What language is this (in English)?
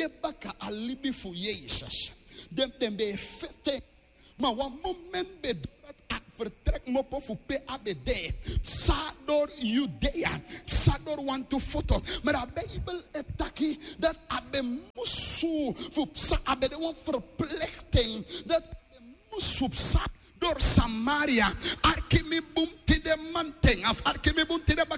Sranan Tongo